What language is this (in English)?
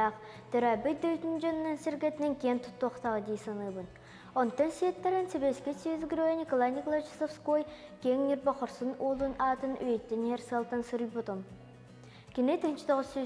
Yakut